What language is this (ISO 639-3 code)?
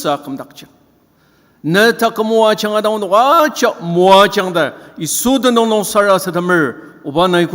njo